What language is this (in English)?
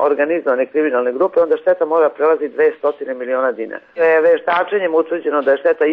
Serbian